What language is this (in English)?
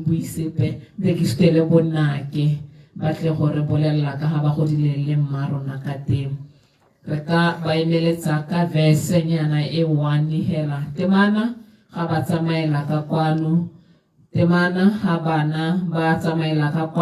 Tswana